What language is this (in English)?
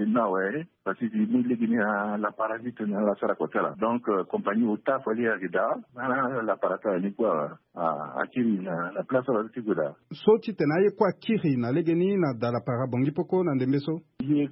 Sango